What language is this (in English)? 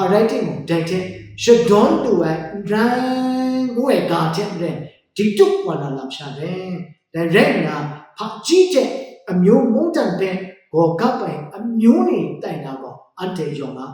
Kachin